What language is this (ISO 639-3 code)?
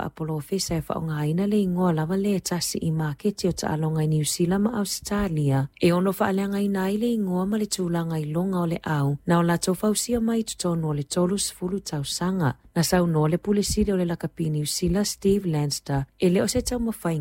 smo